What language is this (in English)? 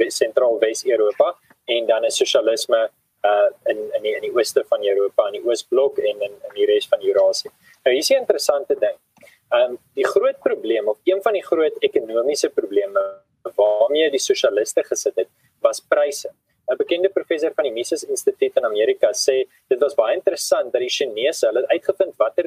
Afrikaans